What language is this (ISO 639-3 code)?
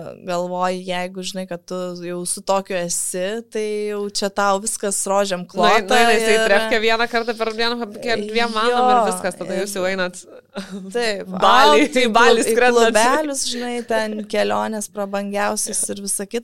lit